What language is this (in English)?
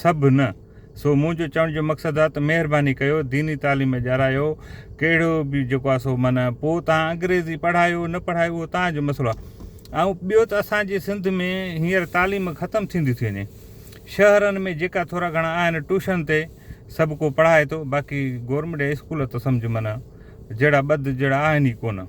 Sindhi